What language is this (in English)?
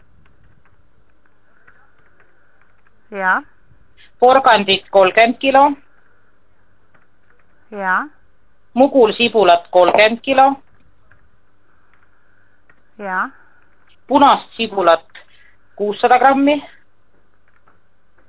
Estonian